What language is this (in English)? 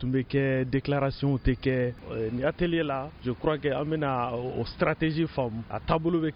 Bambara